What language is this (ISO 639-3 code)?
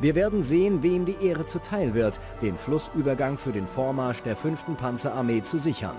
bar